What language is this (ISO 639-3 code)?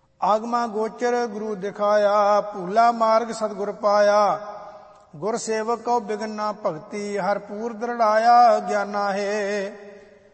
pan